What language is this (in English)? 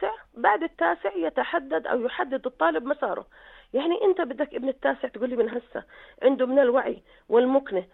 North Levantine Arabic